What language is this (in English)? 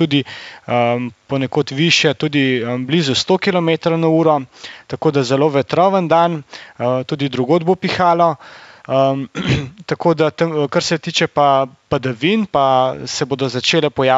Slovenian